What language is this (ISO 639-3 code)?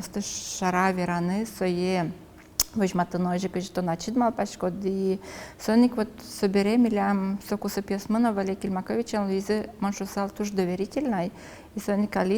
udm